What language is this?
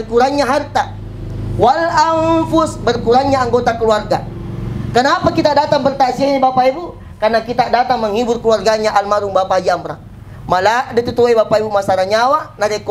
Buginese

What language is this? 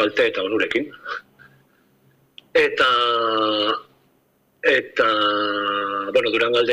Basque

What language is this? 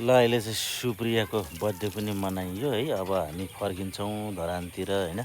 Nepali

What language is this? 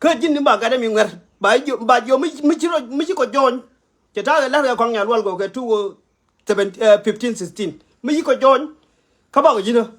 Nuer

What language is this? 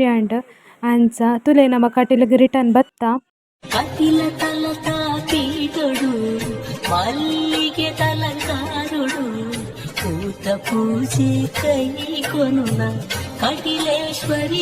Tulu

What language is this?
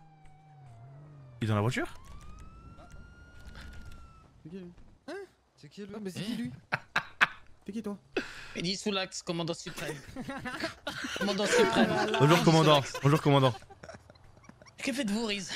French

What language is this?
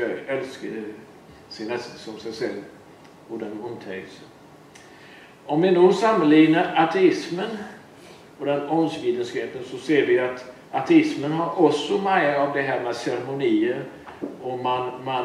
Swedish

